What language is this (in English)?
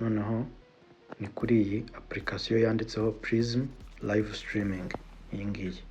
Kinyarwanda